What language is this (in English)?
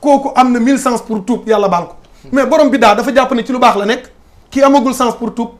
Wolof